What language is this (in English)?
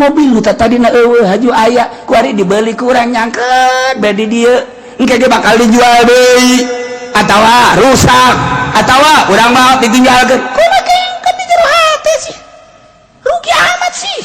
Sundanese